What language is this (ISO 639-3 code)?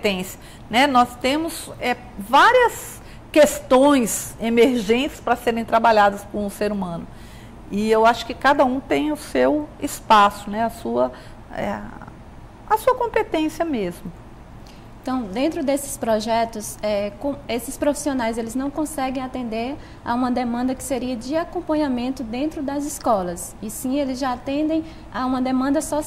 por